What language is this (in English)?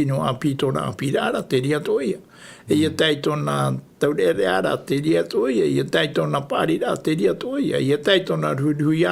Tahitian